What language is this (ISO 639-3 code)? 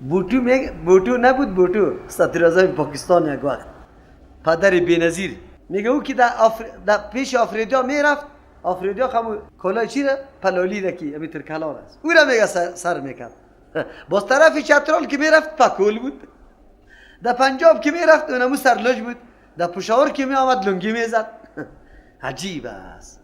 fas